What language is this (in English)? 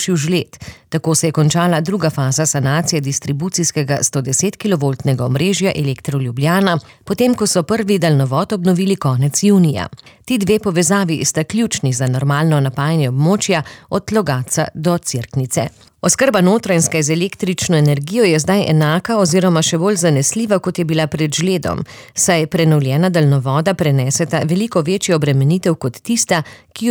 Slovenian